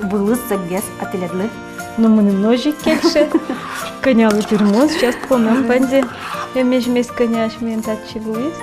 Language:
Udmurt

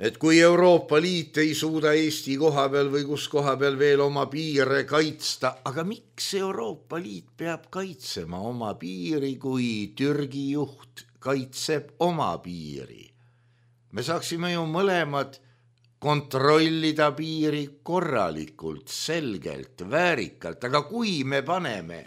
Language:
Estonian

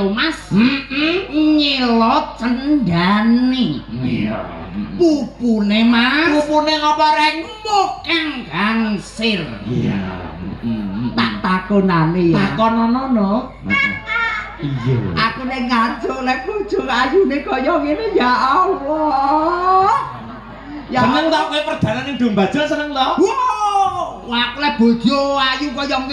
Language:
Javanese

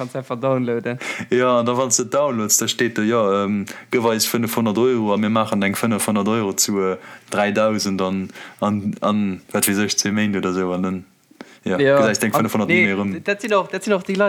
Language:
Luxembourgish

